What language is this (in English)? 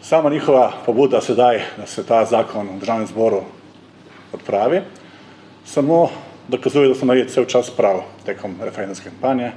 Slovenian